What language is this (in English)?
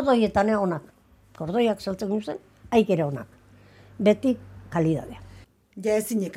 Basque